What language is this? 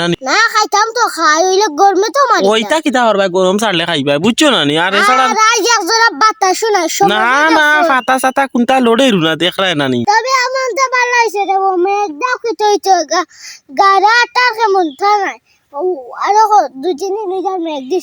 Sylheti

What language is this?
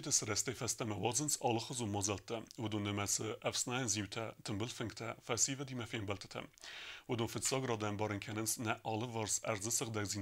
Ossetic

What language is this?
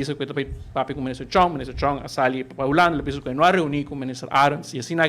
Papiamento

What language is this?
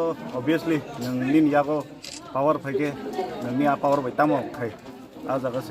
Kok Borok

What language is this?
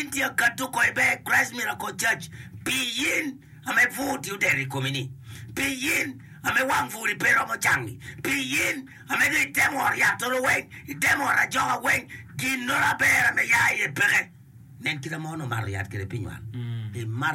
Acoli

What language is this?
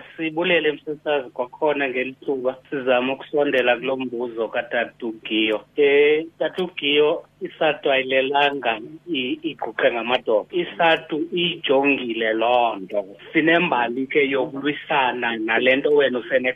Xhosa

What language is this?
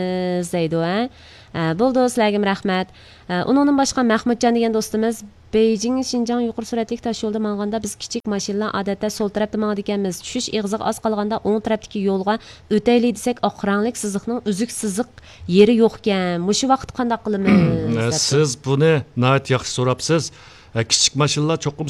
Uyghur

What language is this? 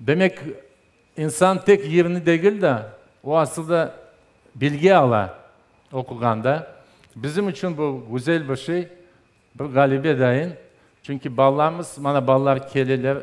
Crimean Tatar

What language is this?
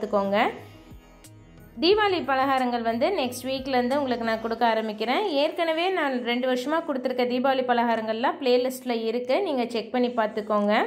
Tamil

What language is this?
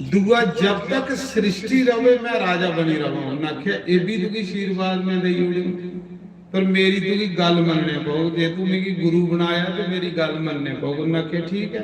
Dogri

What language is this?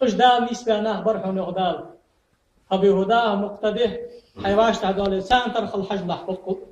Ingush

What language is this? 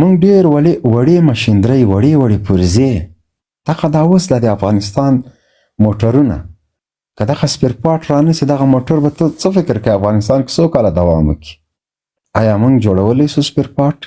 Pashto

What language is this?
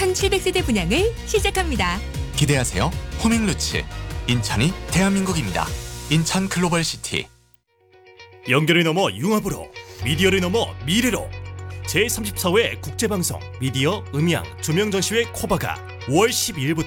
Korean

